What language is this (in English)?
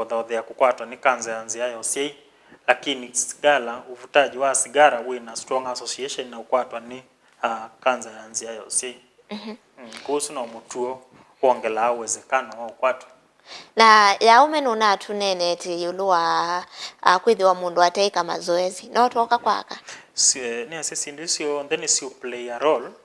Kamba